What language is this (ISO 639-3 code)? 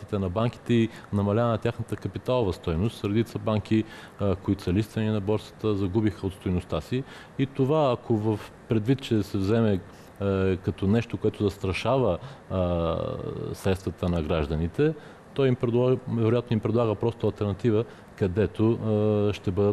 bul